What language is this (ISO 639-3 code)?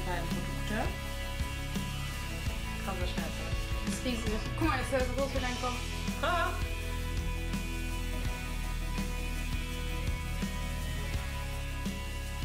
deu